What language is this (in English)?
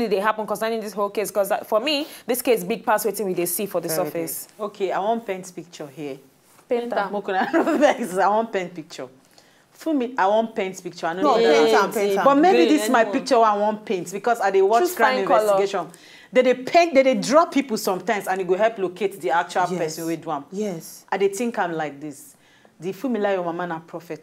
Nigerian Pidgin